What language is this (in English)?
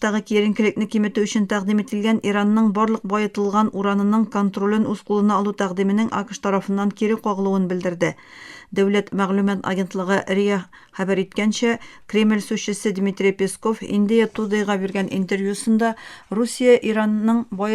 Tatar